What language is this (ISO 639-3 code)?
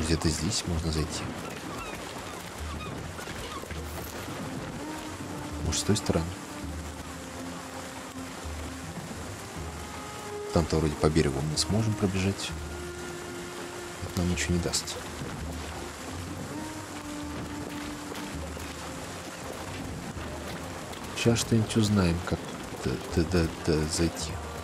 rus